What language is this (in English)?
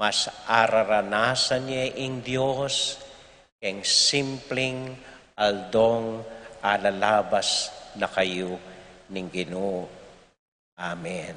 Pampanga